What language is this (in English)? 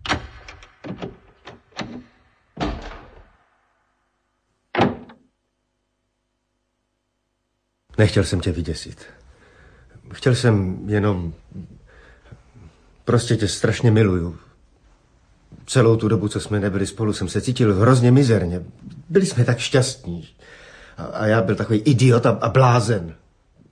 Czech